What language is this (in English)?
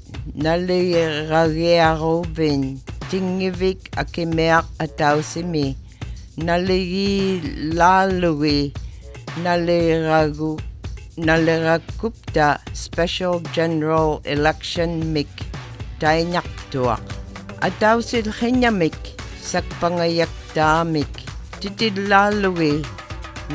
North Alaskan Inupiatun